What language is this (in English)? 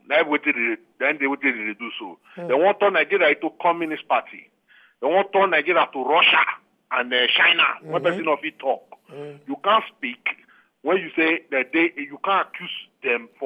Nigerian Pidgin